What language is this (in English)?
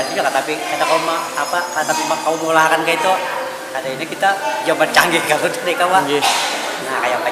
Banjar